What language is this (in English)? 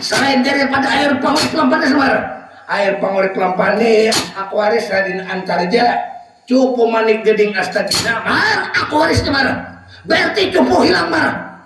Banjar